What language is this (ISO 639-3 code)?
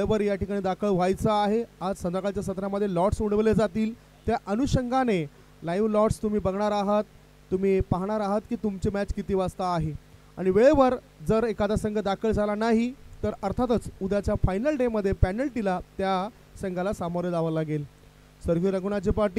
mar